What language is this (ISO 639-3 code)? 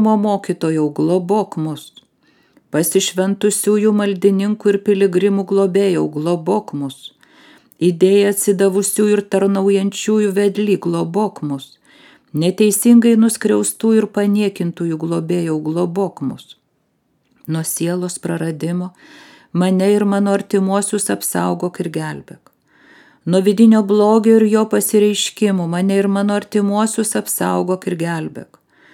lit